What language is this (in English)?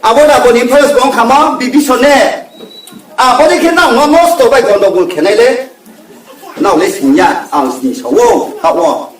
Riang (India)